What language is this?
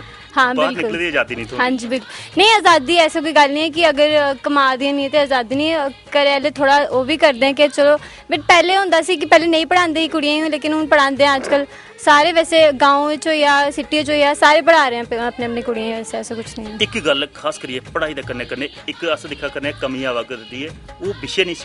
Dogri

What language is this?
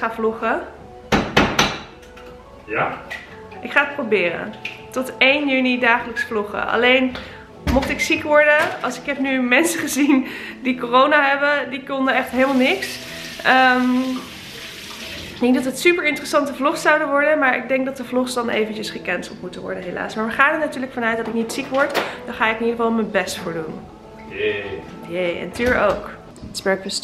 Dutch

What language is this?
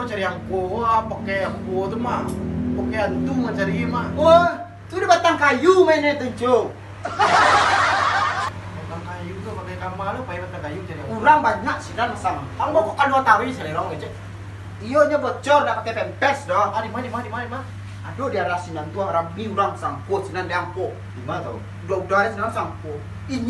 Minangkabau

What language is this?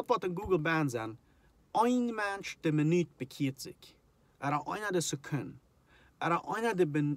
Plautdietsch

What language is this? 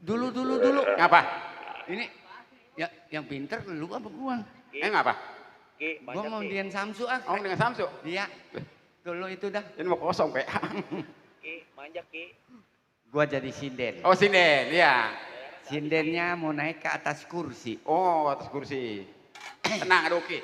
Betawi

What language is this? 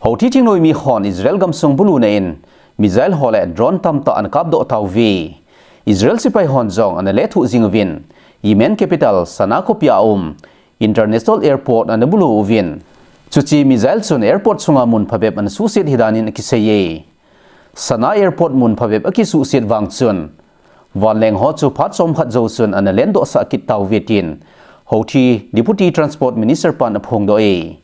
Thado Chin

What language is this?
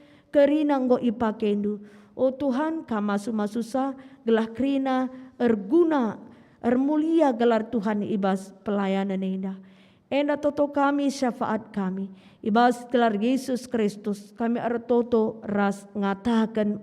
Batak Karo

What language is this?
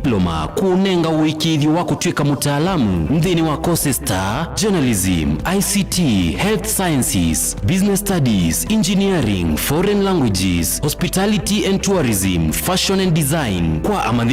Kamba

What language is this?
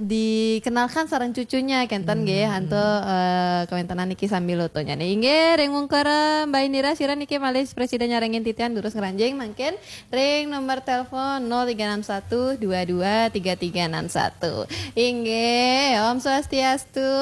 Balinese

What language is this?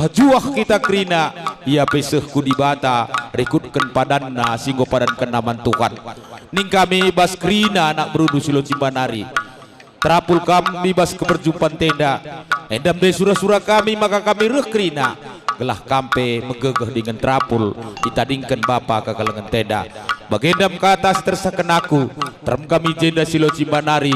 Batak Karo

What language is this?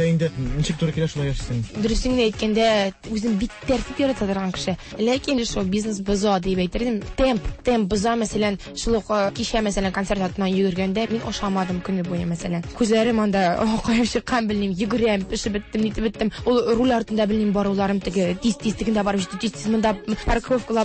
Tatar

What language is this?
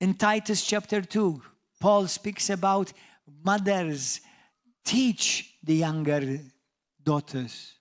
English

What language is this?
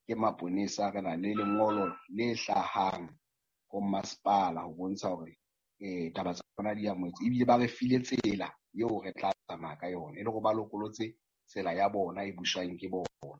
Southern Sotho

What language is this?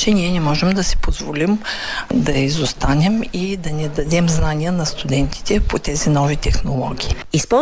Bulgarian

